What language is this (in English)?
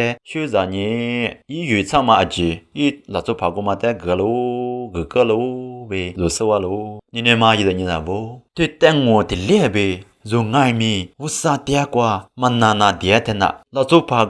Lisu